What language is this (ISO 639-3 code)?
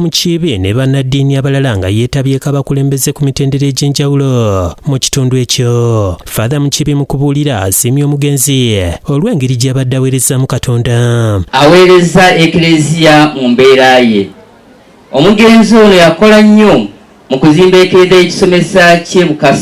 lug